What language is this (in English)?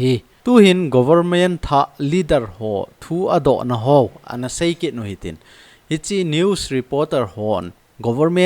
Thado Chin